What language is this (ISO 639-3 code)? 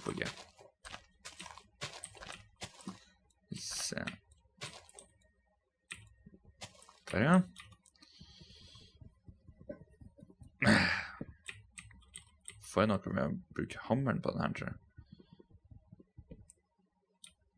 nor